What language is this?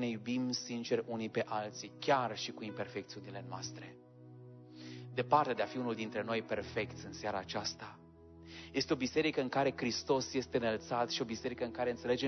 Romanian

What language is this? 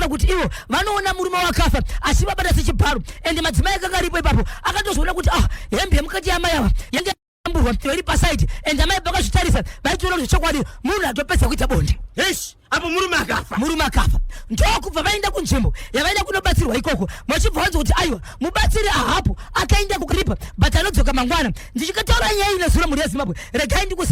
Shona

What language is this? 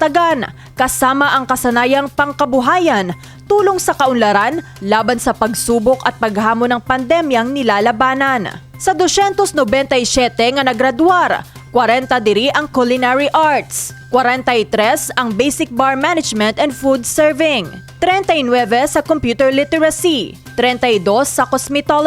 Hiligaynon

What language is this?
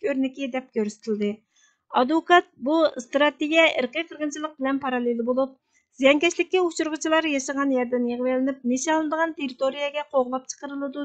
Uyghur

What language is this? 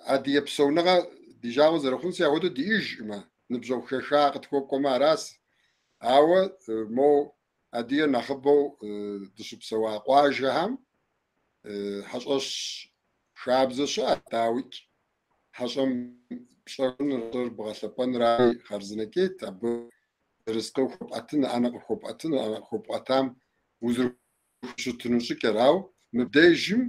Kabardian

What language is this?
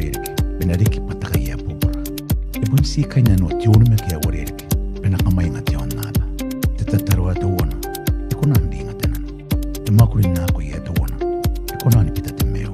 Gilbertese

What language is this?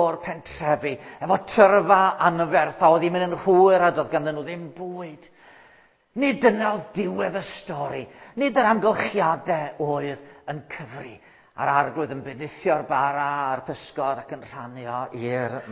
Welsh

